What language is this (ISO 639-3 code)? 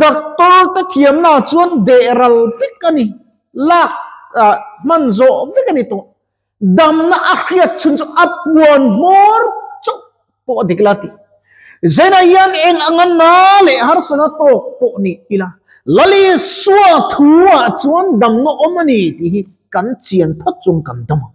lus